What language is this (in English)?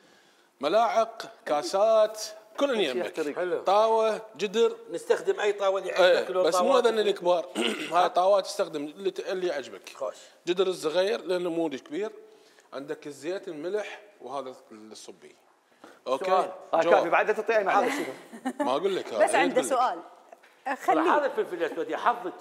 Mesopotamian Arabic